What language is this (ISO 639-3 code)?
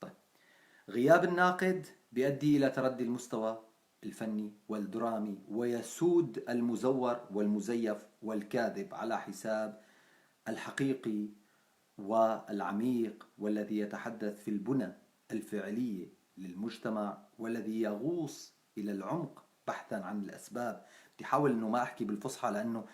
apc